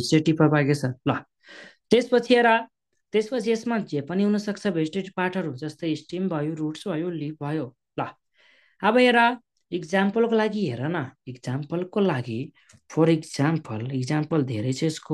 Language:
Nepali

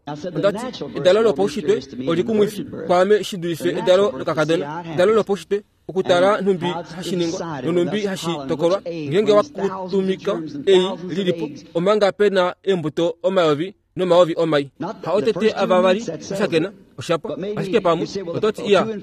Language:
Kuanyama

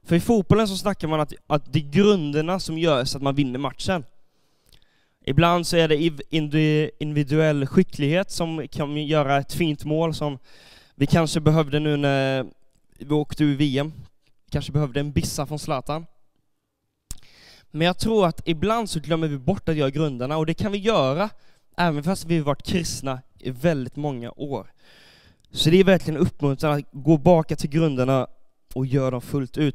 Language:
Swedish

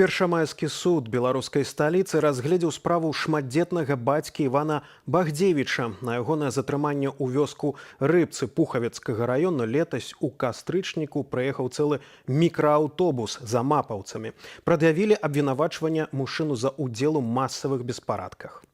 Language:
Belarusian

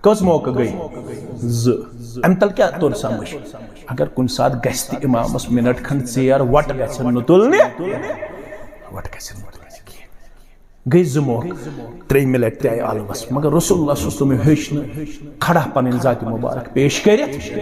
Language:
Kashmiri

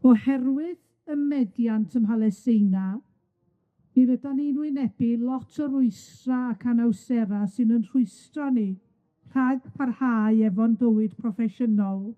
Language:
Welsh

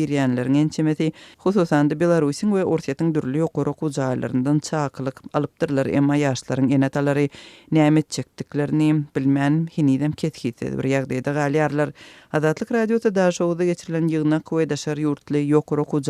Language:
Turkmen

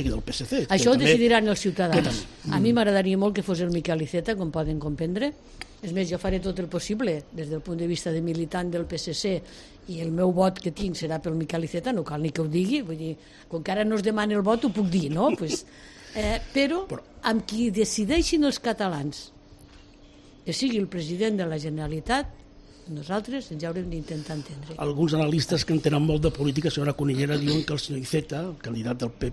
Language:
Catalan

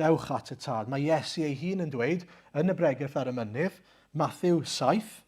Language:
Welsh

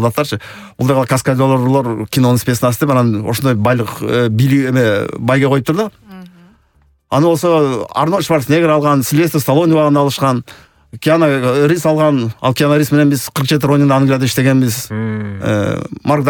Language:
Kyrgyz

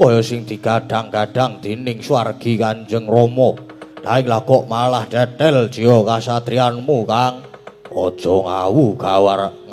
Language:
Javanese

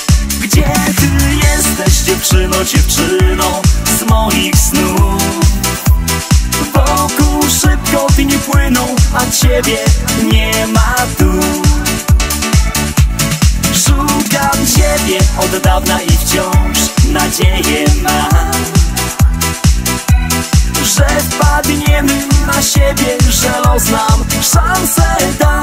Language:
Polish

